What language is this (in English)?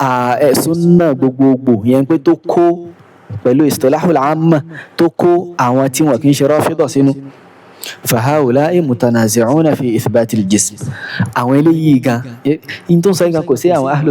Yoruba